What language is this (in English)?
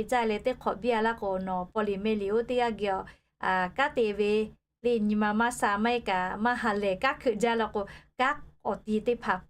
Lahu